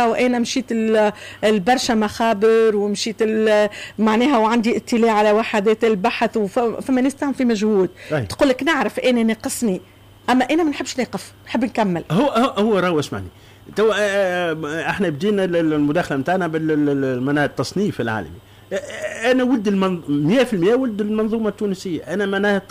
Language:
Tunisian Arabic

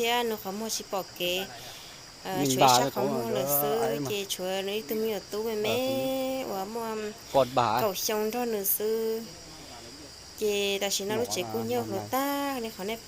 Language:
Hmong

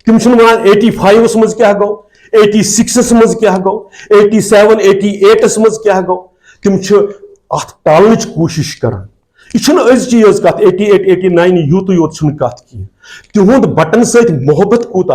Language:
Kashmiri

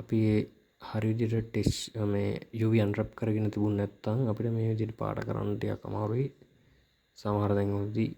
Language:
Sinhala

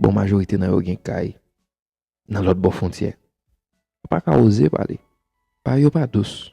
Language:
Haitian Creole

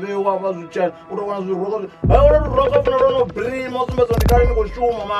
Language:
Venda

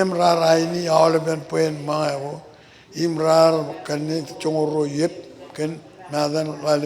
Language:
Marshallese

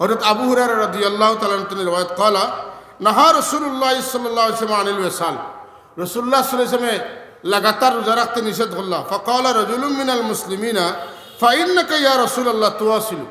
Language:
Sylheti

